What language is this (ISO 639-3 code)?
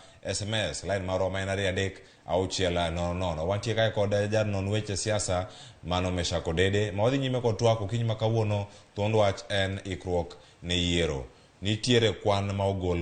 luo